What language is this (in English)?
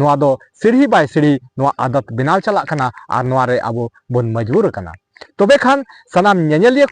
Santali